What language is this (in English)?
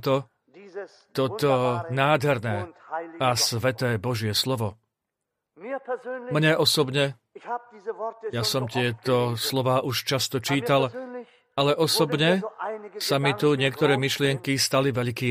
Slovak